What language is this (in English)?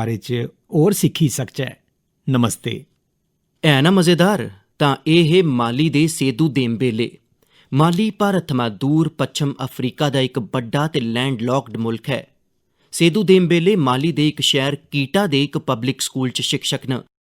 Dogri